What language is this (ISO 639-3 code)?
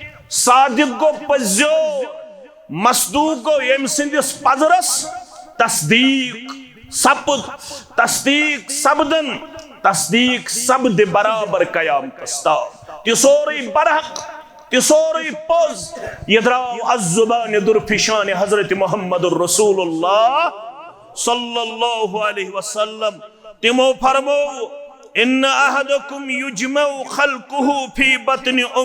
kas